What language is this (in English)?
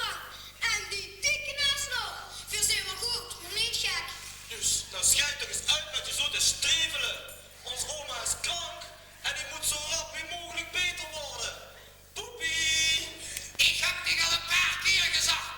Limburgish